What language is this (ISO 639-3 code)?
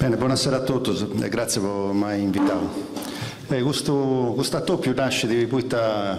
srd